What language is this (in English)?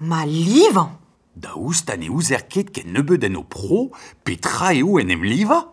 Breton